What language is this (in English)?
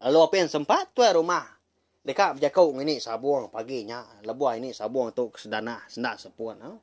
Iban